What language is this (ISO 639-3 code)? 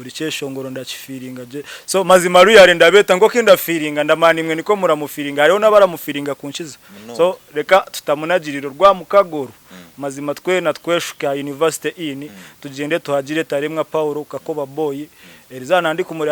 nyn